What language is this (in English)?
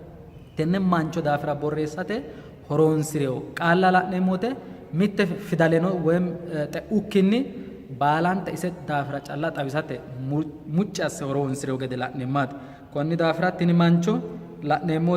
Sidamo